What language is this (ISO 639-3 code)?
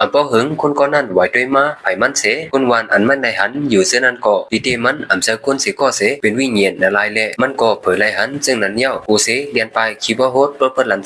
shn